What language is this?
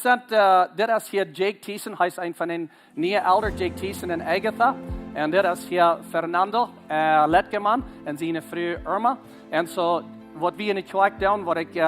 Plautdietsch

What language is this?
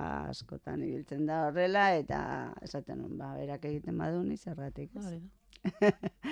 Basque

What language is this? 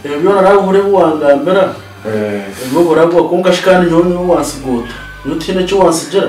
Nyankole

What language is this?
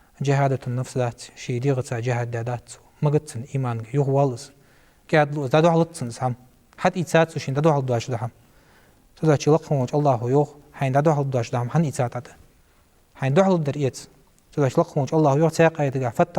Ingush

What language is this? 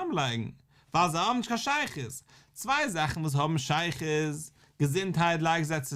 Yiddish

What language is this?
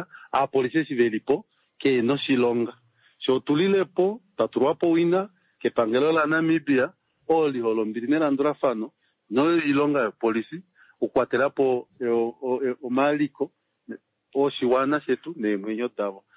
Kuanyama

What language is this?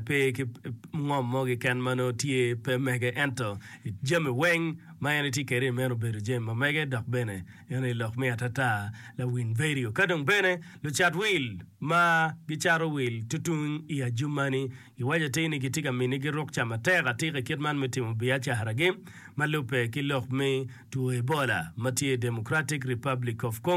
Acoli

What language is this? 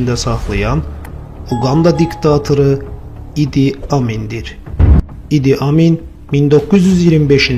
Azerbaijani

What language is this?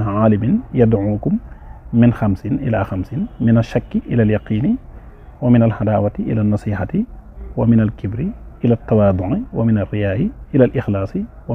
Wolof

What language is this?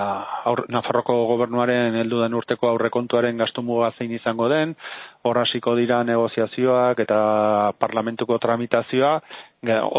Basque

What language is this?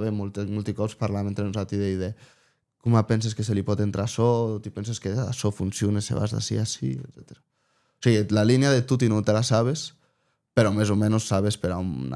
Occitan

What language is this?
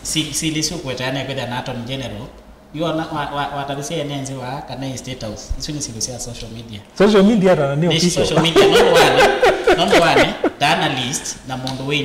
Kamba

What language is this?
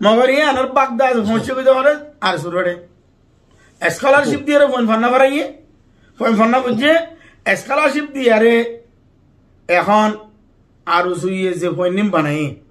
Rohingya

